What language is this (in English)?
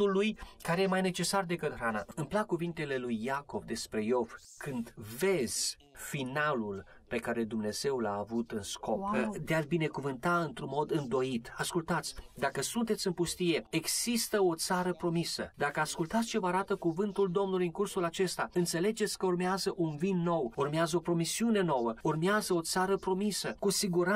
Romanian